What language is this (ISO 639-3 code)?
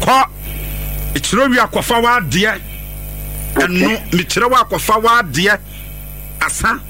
aka